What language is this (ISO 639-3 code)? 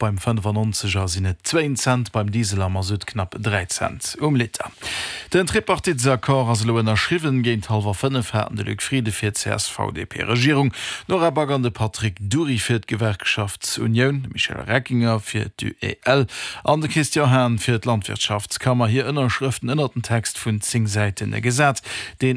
ltz